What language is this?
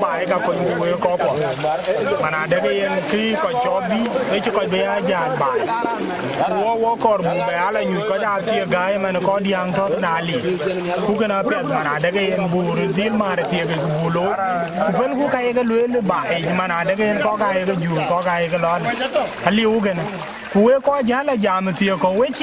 Dinka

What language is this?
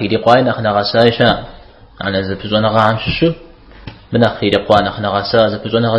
Kabardian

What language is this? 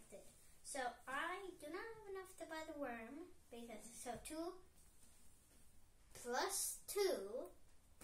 English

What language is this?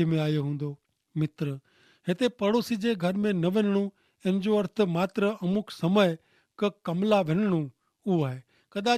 Kachhi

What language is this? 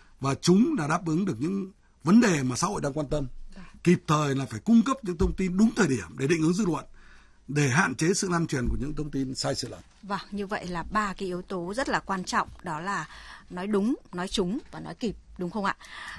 Vietnamese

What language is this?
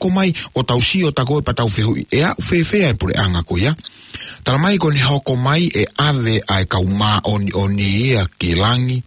Tongan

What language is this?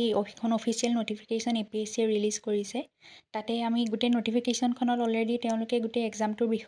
Assamese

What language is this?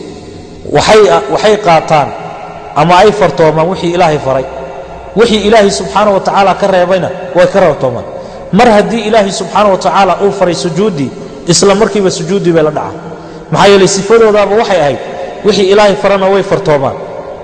Somali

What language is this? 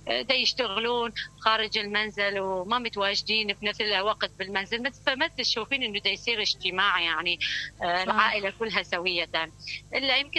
Mesopotamian Arabic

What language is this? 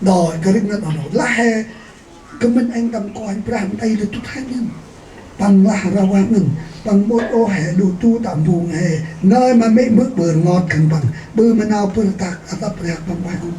Central Mnong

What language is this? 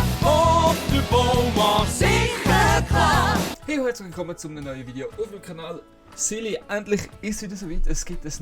Swiss German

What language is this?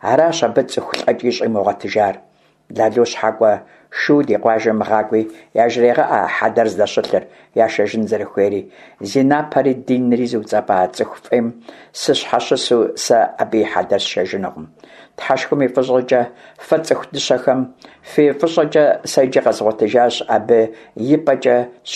Kabardian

